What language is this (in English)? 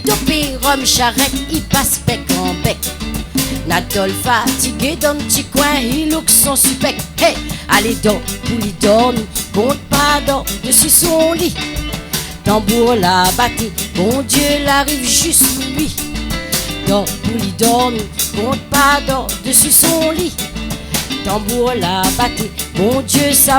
Réunion Creole French